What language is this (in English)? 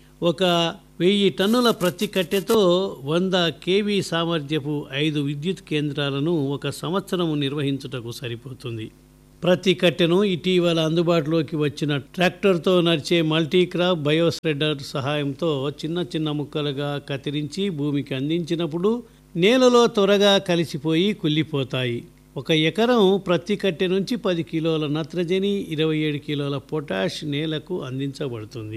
Telugu